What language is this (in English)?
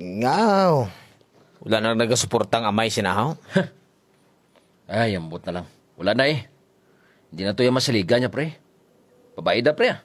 Hiligaynon